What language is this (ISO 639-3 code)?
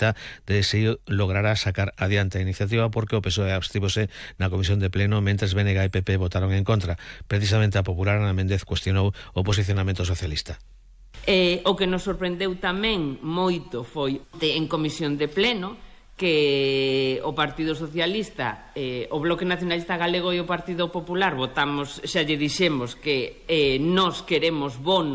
glg